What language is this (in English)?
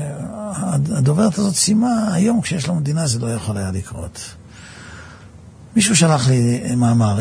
Hebrew